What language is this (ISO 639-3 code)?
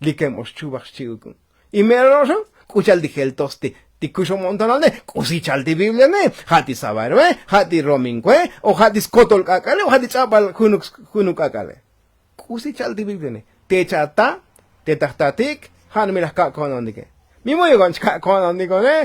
tzo